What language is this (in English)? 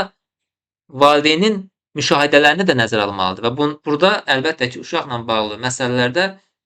Azerbaijani